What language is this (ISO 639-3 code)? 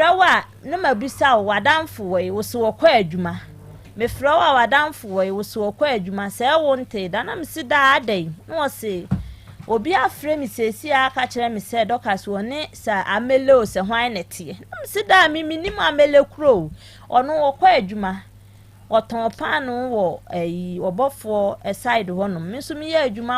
aka